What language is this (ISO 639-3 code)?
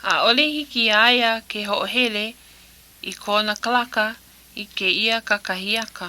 haw